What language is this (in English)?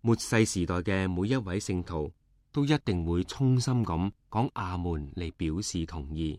Cantonese